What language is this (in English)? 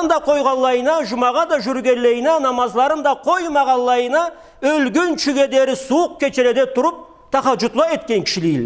Karachay-Balkar